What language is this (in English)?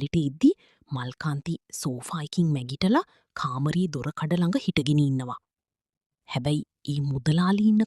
Sinhala